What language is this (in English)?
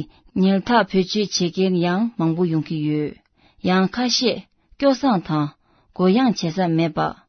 Tibetan